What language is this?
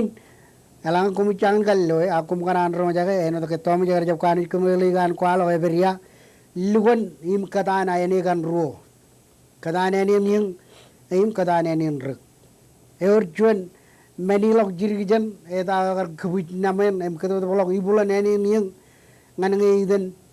Marshallese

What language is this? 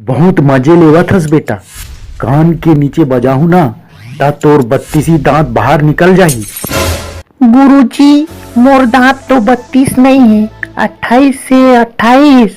Chhattisgarhi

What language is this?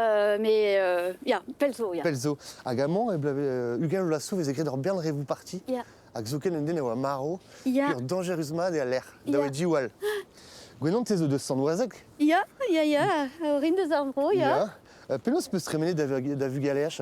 Breton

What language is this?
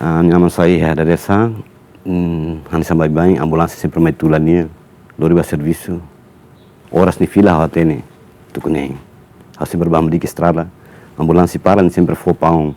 Tetum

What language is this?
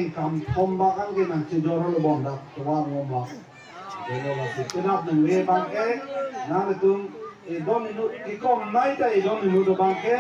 Karbi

